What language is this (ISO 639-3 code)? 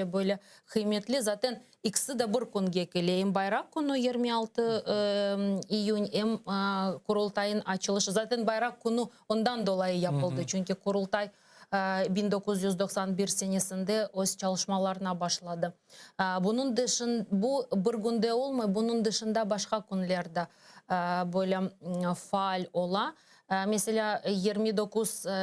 crh